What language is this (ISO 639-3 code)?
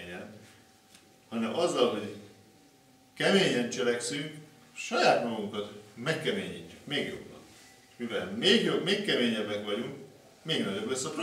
hun